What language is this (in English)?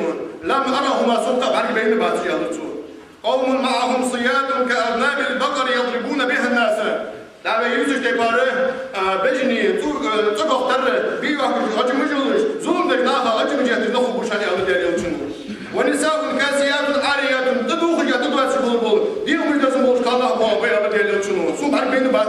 Ingush